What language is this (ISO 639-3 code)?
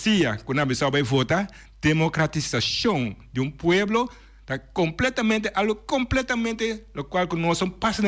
pap